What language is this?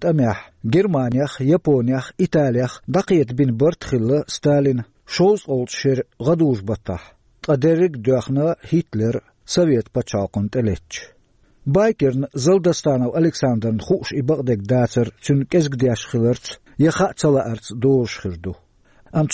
Chechen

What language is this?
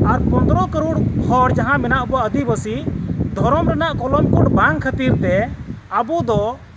Santali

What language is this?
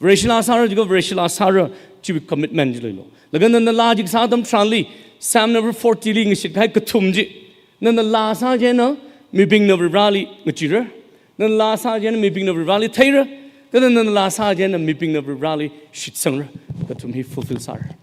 Tangkhul Naga (India)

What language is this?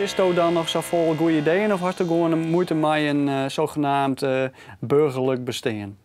Western Frisian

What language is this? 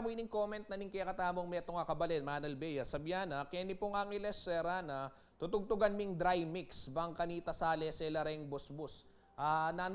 Pampanga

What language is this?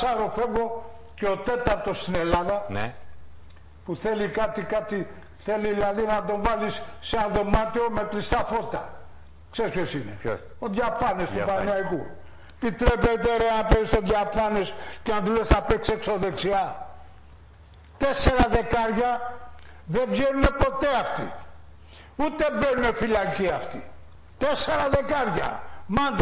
Greek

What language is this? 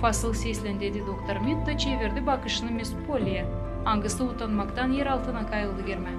Gagauz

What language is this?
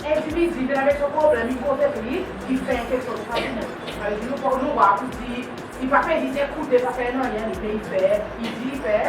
Seselwa Creole French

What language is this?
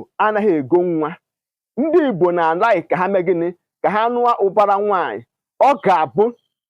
Igbo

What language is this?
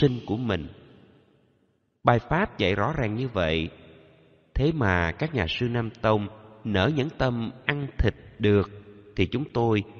Vietnamese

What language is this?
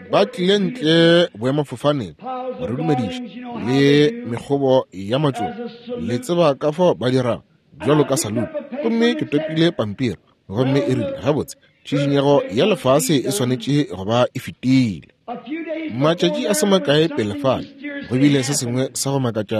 Northern Sotho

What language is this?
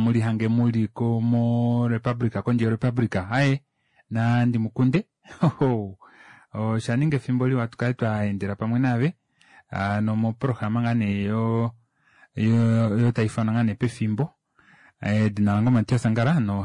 Kuanyama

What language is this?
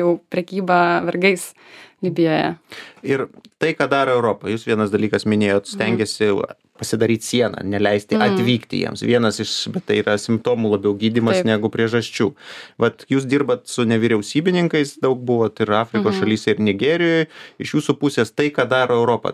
Lithuanian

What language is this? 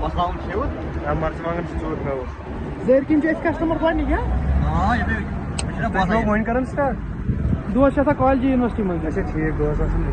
Kashmiri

